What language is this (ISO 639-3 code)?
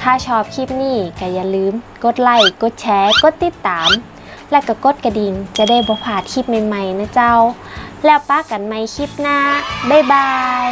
nod